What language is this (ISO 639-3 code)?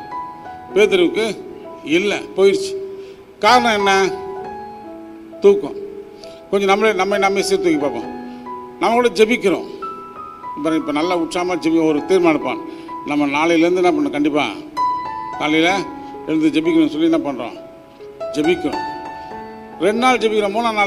tam